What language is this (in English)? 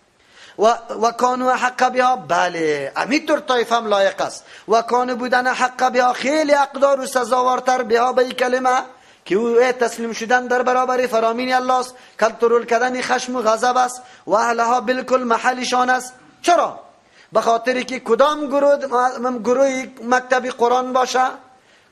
Persian